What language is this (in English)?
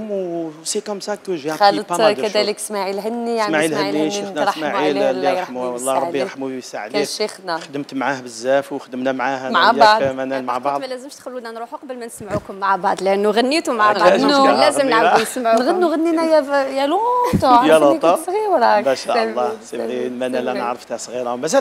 Algerian Arabic